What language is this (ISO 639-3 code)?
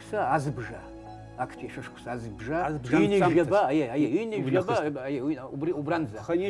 abk